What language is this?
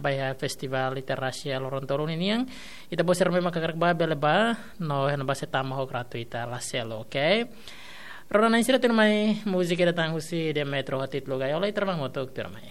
Tetum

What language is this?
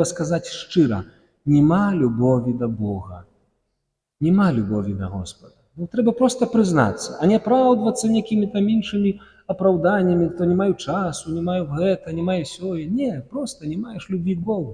Belarusian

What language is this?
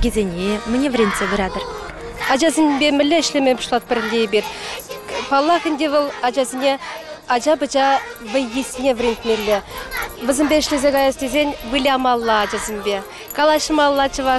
Chuvash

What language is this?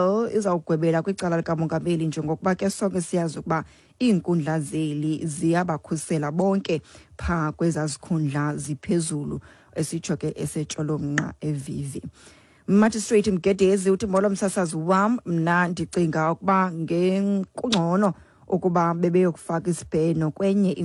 Xhosa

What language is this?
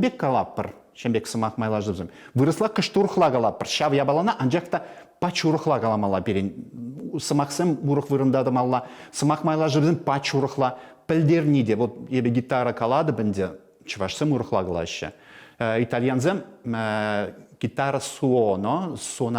Chuvash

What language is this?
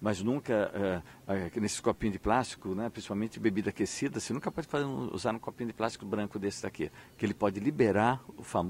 Portuguese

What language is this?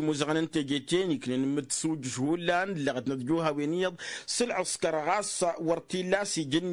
Tamasheq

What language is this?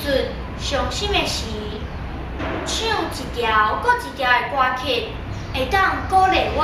Min Nan Chinese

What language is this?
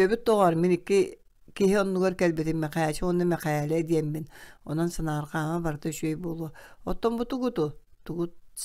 Yakut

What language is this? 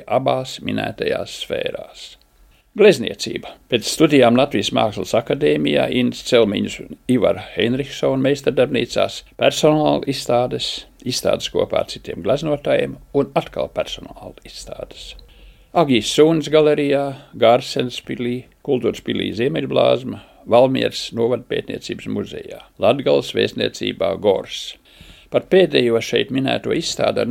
Latvian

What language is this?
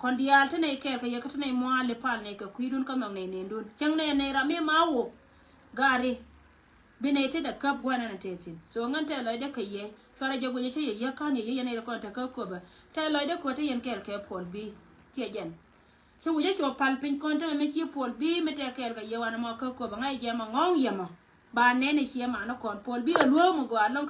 Nuer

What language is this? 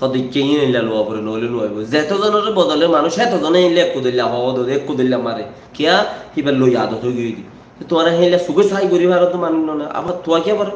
Rohingya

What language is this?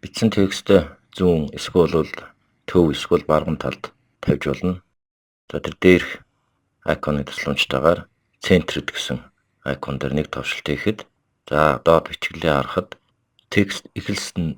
Mongolian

